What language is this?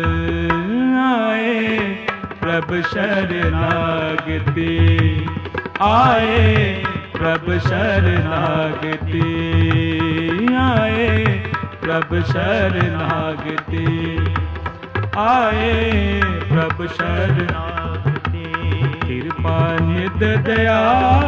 Punjabi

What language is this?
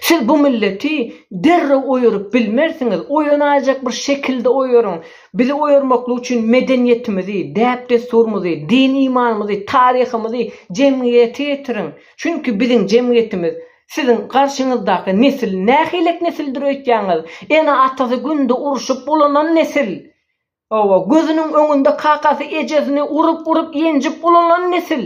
Turkmen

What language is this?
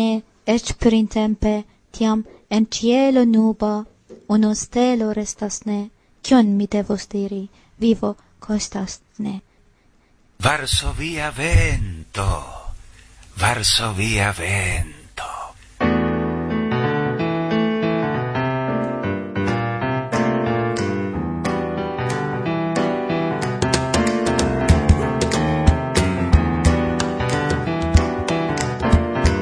Esperanto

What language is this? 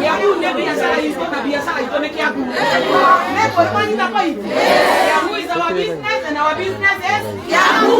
Kikuyu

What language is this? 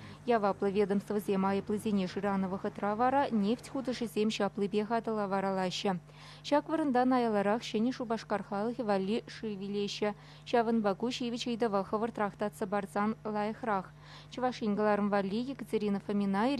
Chuvash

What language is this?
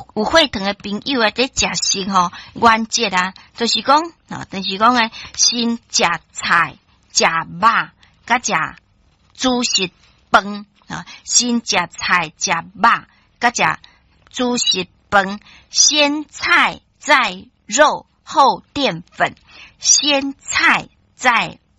Min Nan Chinese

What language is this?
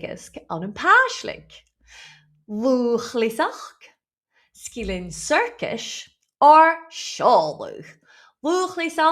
Scottish Gaelic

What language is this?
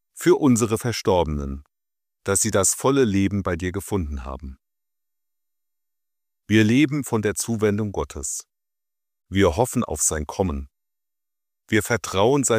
German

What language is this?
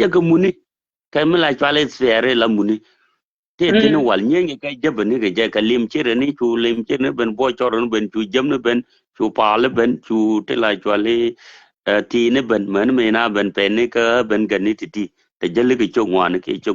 Nuer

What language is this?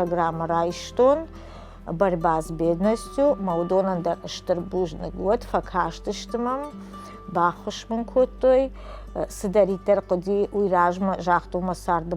Ossetic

